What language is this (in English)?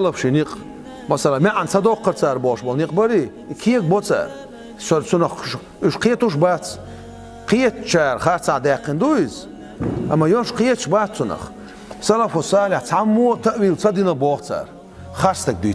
Chechen